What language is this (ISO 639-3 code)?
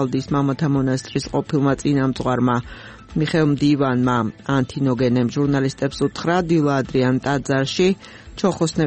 kat